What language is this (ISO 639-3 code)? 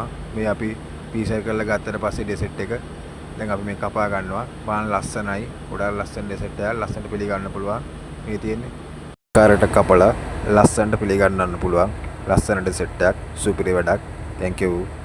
sin